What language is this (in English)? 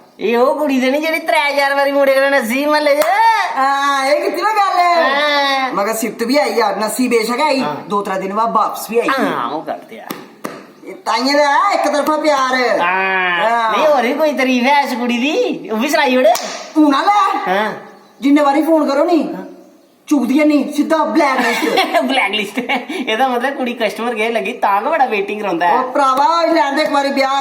Dogri